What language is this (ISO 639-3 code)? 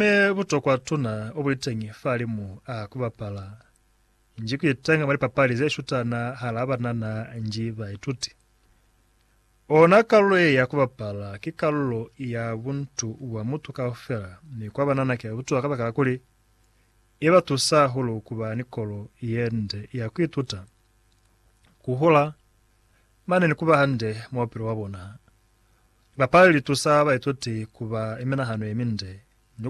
loz